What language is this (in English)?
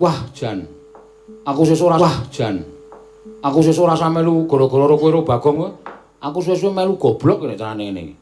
Javanese